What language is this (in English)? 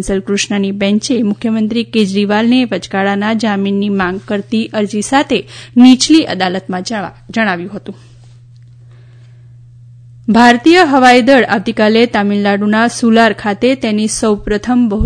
Gujarati